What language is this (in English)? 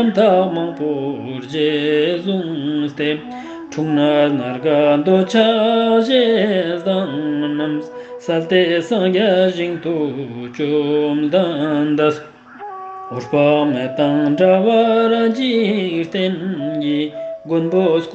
Ladakhi